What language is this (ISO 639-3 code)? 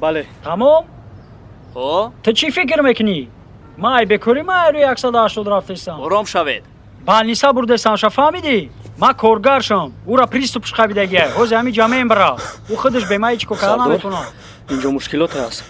tgk